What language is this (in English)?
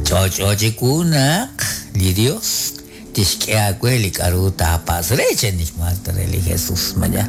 Kekchí